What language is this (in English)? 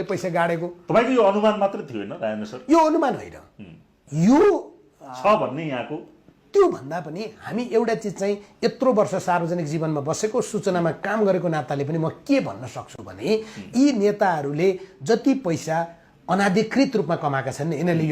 Nepali